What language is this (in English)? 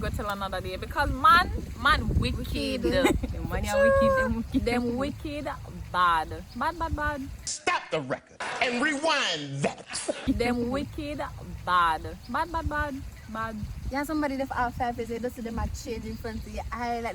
Jamaican Creole English